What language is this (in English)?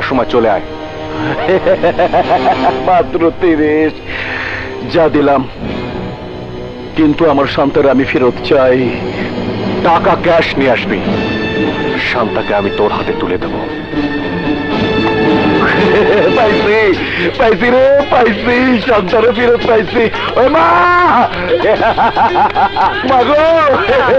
Bangla